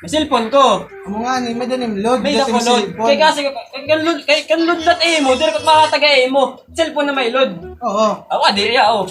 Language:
Waray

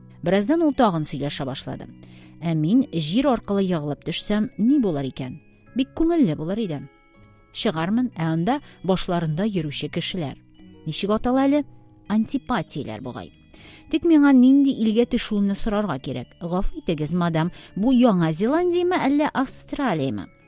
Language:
Tatar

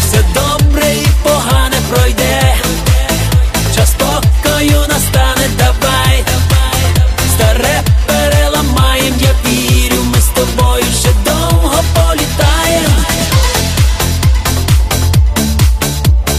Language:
Ukrainian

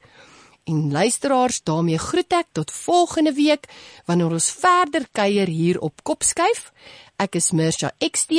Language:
Afrikaans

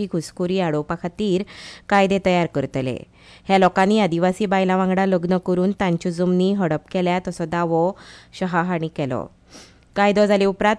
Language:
Konkani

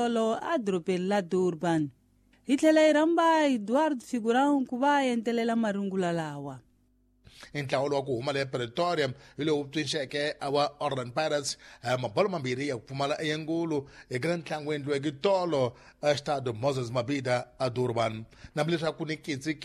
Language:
Tsonga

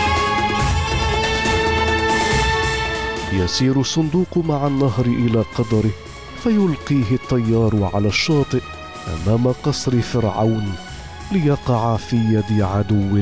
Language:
Arabic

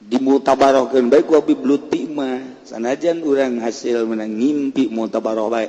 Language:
Sundanese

